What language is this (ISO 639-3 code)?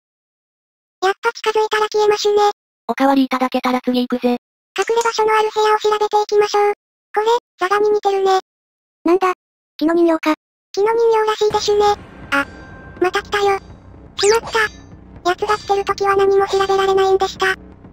jpn